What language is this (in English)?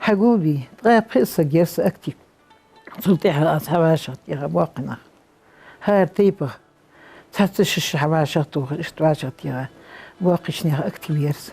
Ingush